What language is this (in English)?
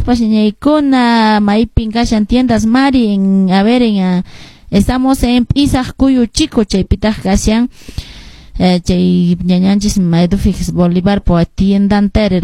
Quechua